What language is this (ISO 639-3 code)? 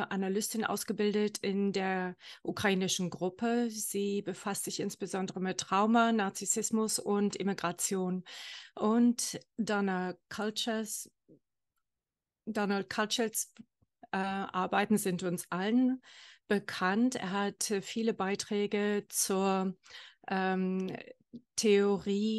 deu